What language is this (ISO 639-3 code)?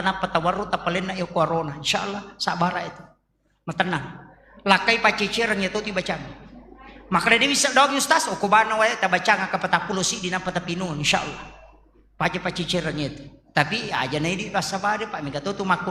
bug